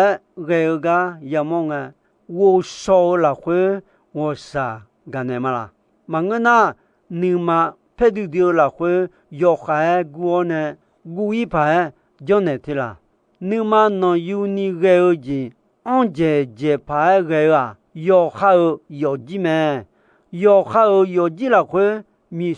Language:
Akha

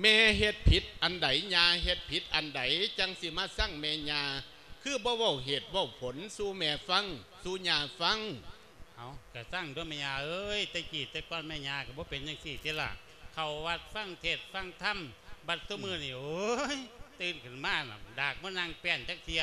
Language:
Lao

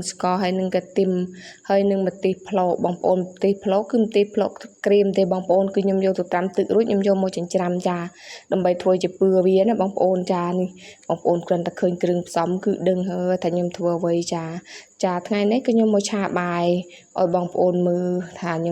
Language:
Khmer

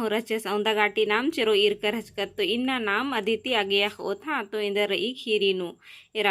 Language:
Kurukh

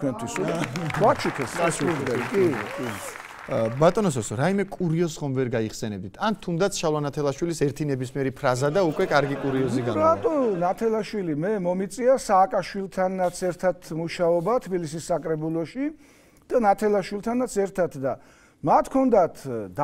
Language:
Georgian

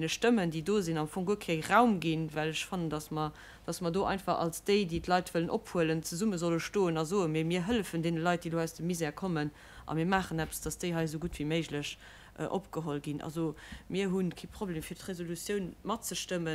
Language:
Luxembourgish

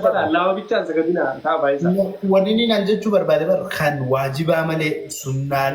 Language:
Oromo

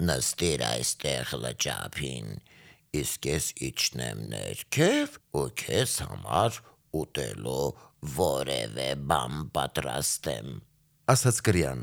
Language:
Armenian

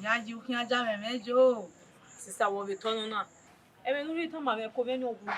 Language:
Bini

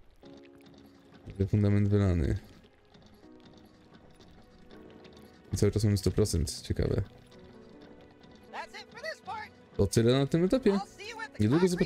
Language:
Polish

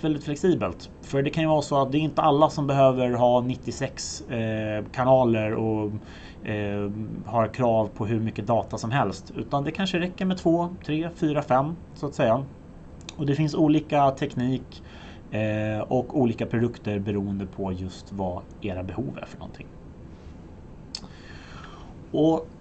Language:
Swedish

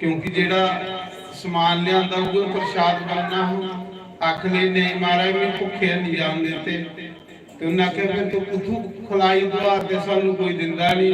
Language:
Dogri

